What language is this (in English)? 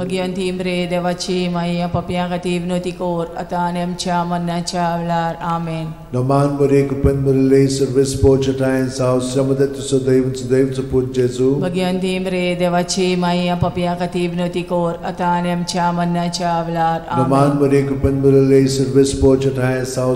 Konkani